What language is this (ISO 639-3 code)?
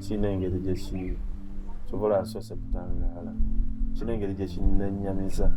lug